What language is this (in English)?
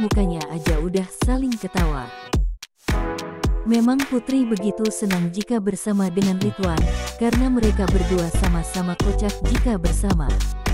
Indonesian